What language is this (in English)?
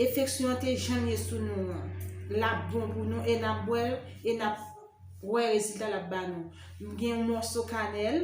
Haitian Creole